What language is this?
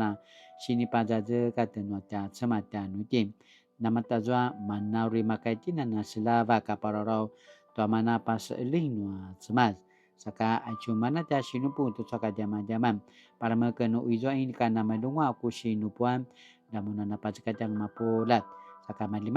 Paiwan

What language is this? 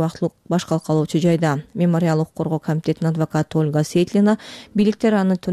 Kyrgyz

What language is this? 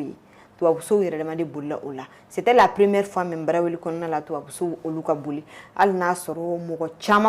Bambara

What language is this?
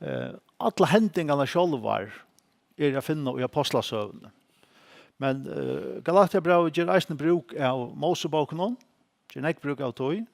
Faroese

